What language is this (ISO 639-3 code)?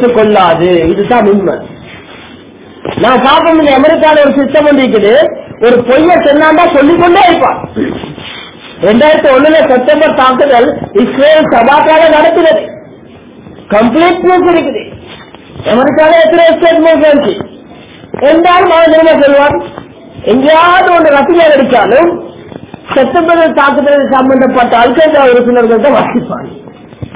tam